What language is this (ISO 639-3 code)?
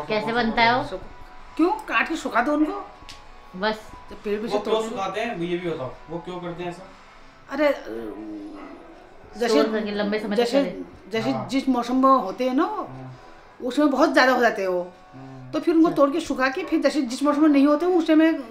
hin